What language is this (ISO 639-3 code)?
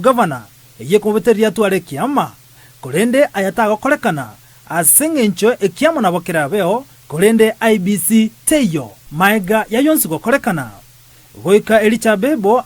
guz